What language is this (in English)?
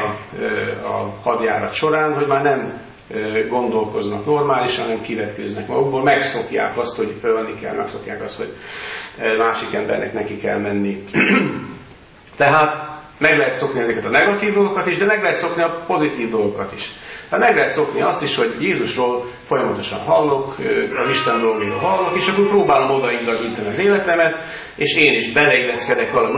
Hungarian